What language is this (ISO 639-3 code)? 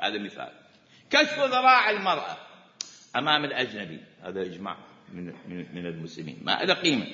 acm